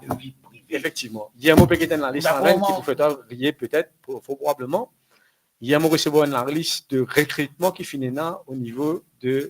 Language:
Morisyen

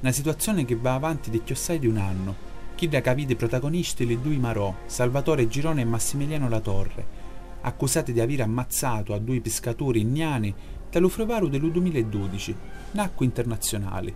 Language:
Sicilian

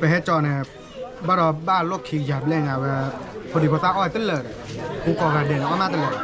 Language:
S'gaw Karen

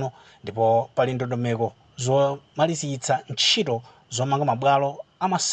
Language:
Nyanja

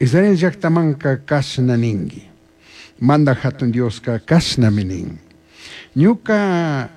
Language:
Chimborazo Highland Quichua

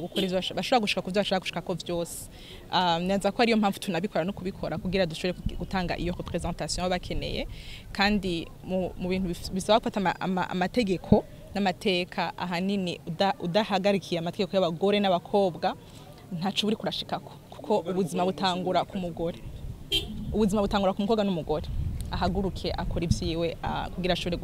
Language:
Rundi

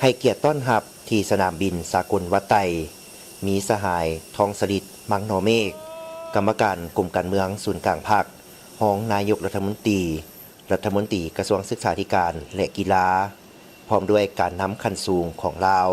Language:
Lao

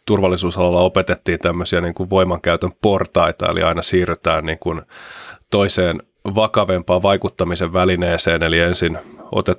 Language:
Finnish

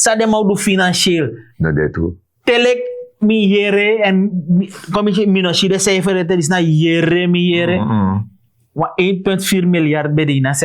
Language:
Sranan Tongo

